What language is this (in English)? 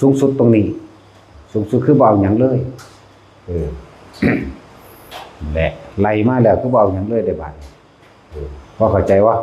Lao